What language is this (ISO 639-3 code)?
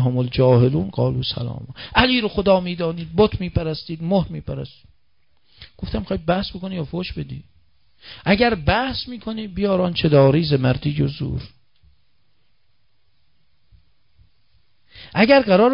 fas